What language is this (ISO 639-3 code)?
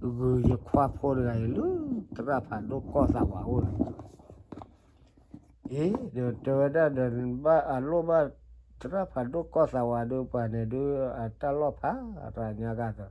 ksw